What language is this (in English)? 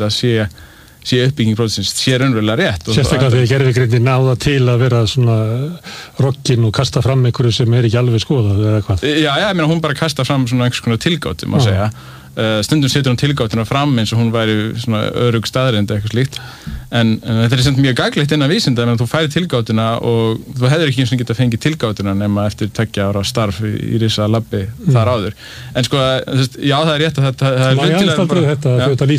Icelandic